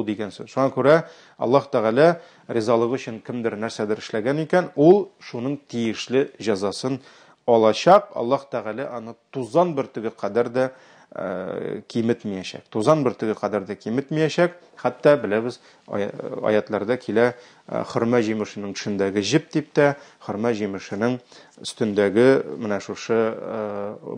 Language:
Tatar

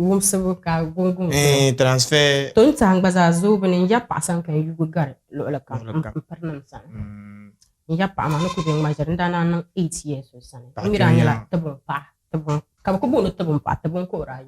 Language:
Dagbani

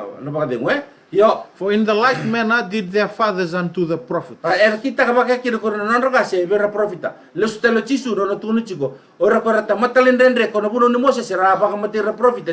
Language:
Fijian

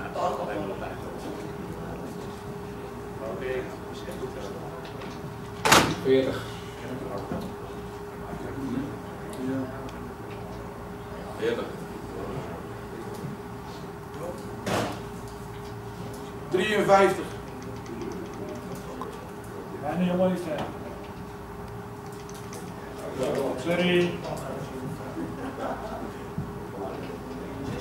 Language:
Dutch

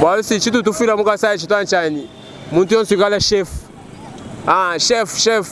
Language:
Luba-Lulua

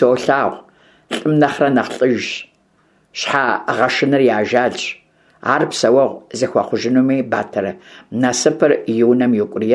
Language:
Kabardian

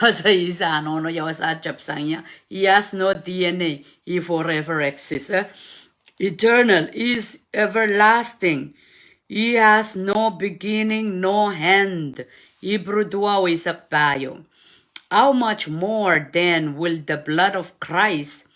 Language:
Pohnpeian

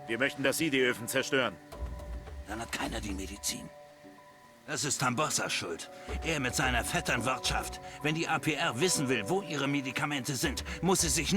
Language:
Bavarian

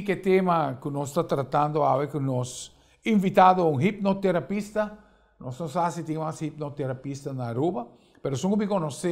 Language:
Papiamento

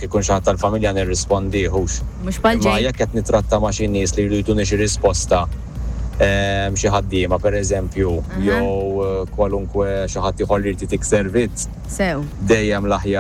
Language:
Maltese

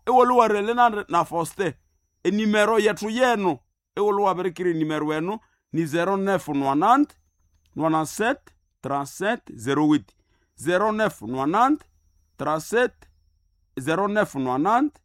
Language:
Swahili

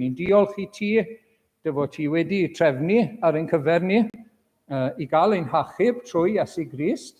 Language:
Welsh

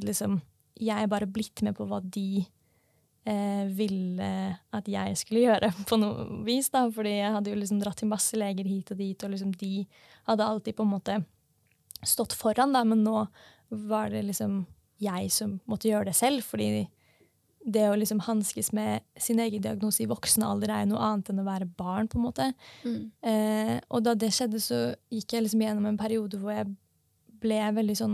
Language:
Norwegian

